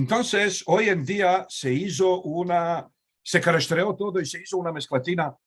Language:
Ladino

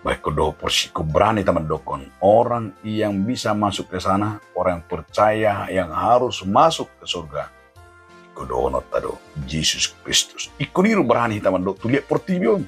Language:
Batak Toba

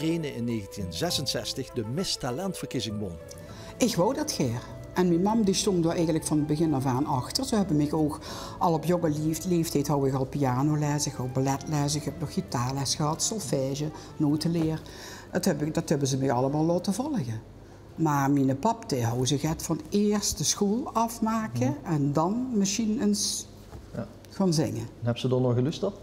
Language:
Limburgish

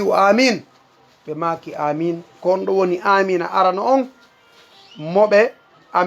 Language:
Fula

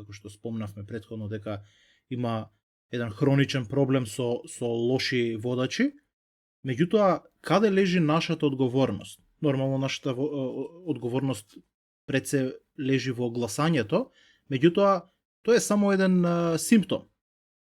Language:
Macedonian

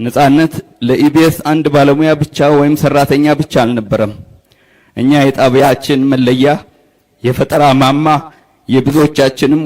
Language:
Amharic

